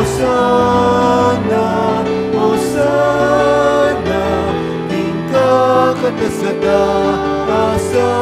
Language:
Pampanga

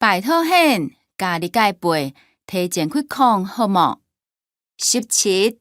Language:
Hakka Chinese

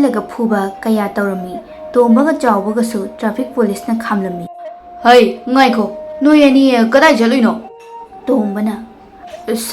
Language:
Manipuri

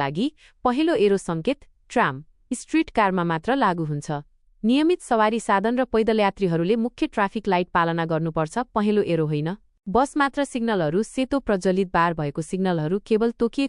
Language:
Nepali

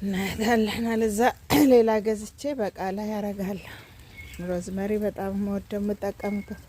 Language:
Amharic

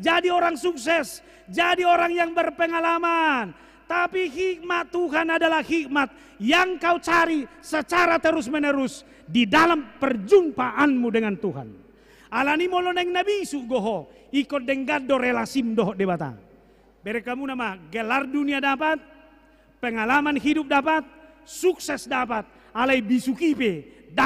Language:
Batak Toba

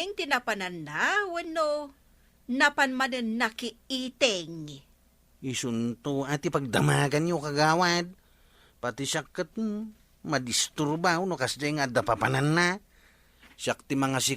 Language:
Iloko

